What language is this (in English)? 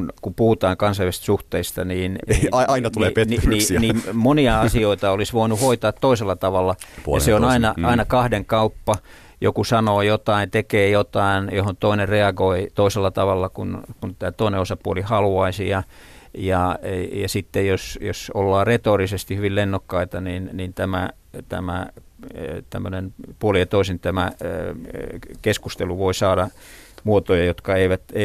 Finnish